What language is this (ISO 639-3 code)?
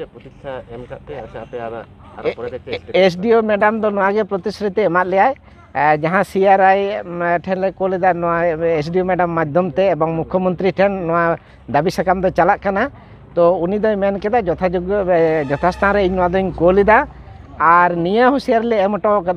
sat